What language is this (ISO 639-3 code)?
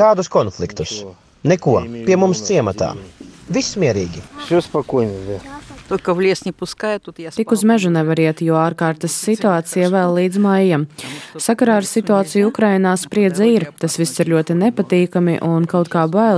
lav